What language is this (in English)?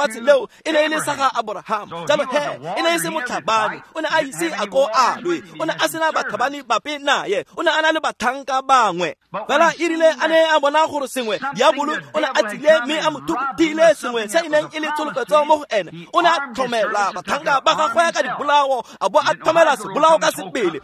Tswana